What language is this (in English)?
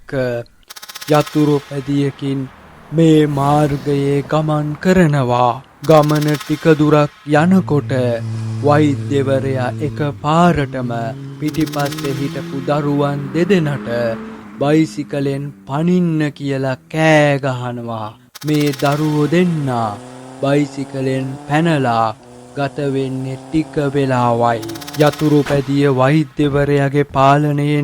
Sinhala